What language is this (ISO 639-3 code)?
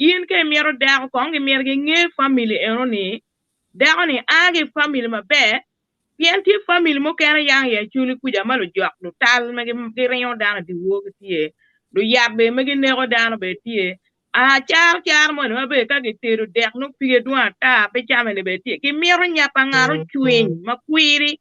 ach